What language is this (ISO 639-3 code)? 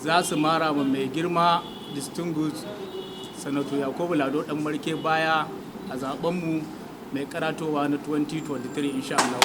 hau